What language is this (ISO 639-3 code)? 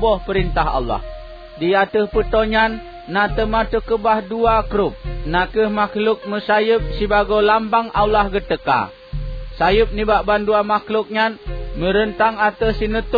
ace